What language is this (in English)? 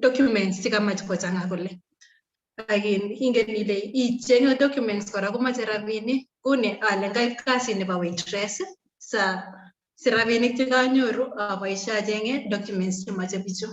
Kalenjin